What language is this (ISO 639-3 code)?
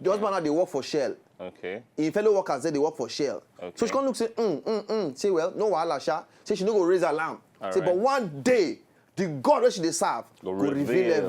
pcm